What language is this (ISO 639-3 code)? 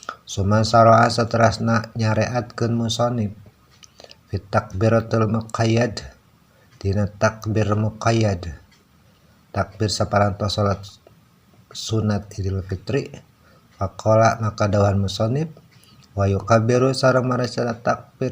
sun